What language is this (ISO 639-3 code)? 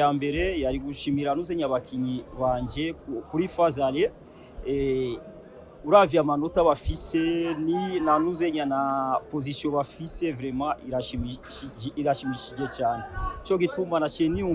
run